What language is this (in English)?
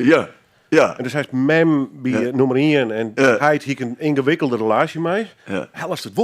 Western Frisian